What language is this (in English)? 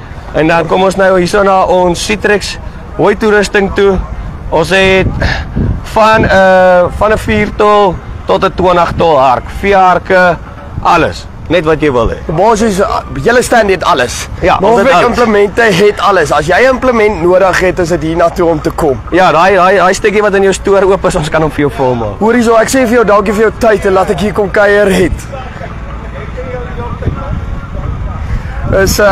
Afrikaans